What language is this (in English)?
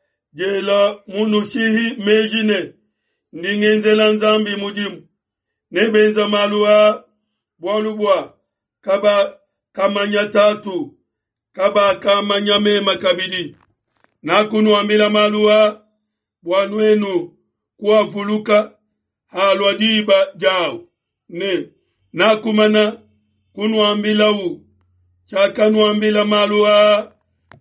Luba-Lulua